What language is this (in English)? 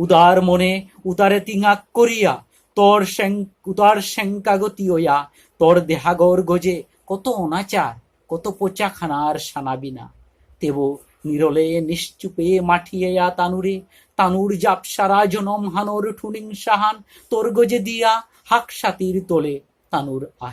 Bishnupriya